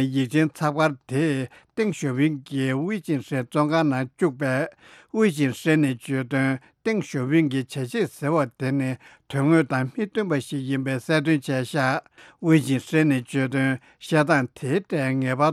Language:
Tibetan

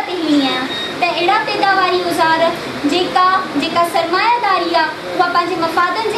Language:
Sindhi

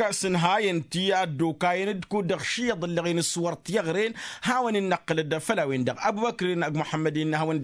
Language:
Tamasheq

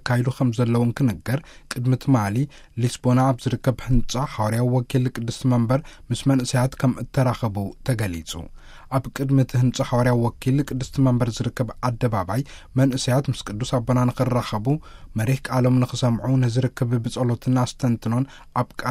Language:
Tigrinya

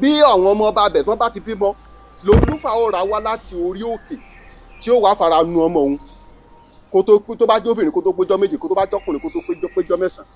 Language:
Yoruba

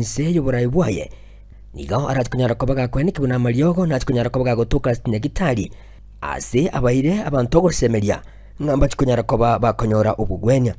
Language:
Gusii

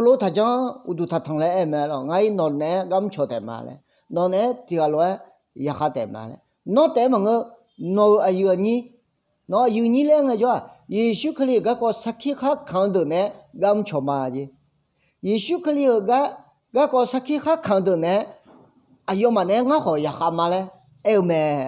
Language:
Akha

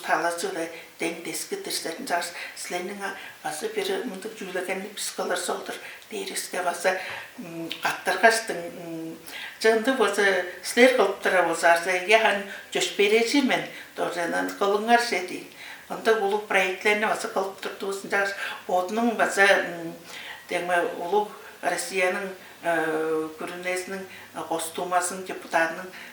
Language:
Tuvinian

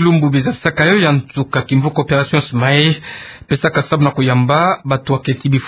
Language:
Kituba (Democratic Republic of Congo)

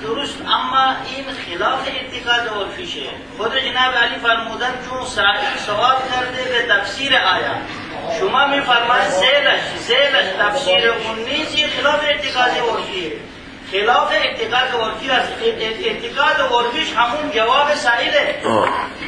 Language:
Persian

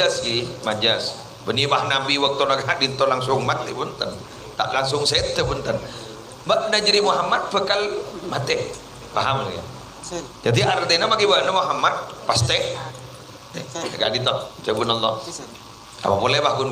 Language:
Madurese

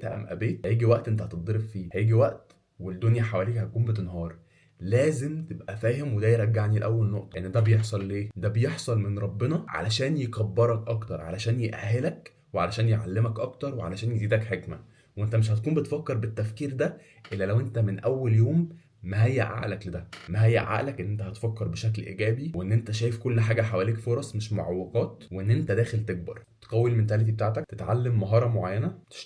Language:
Egyptian Arabic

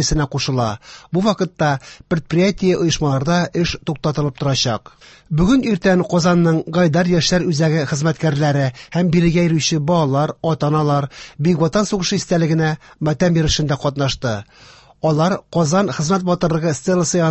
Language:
Tatar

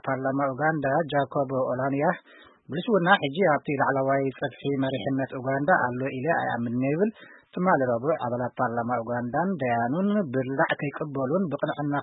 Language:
Tigrinya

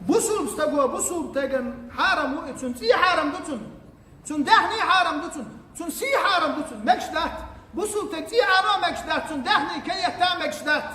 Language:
Chechen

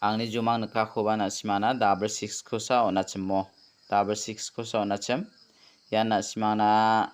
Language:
Garo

